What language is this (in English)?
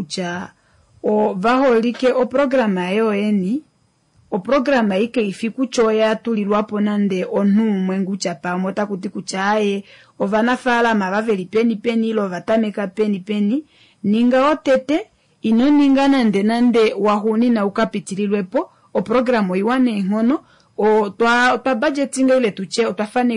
Kuanyama